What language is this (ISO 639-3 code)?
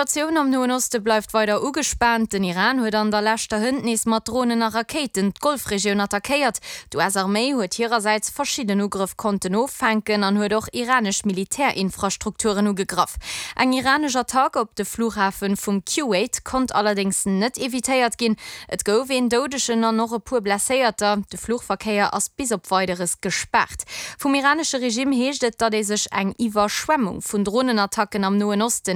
ltz